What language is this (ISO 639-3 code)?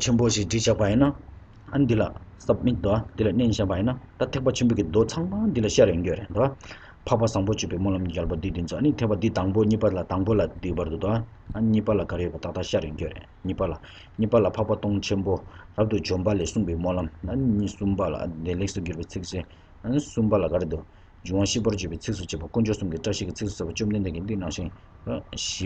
bod